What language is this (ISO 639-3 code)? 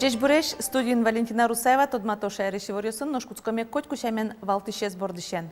udm